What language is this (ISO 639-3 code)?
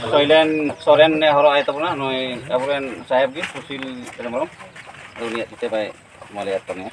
sat